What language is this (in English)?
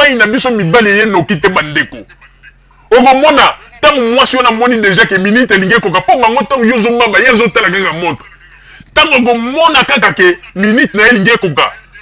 Lingala